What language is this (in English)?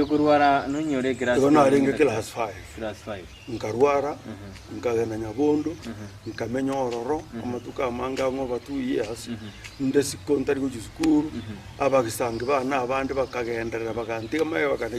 Gusii